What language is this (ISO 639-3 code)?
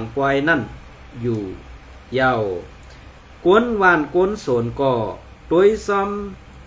shn